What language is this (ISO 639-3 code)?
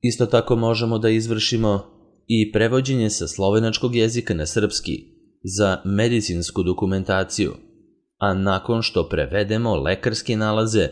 srp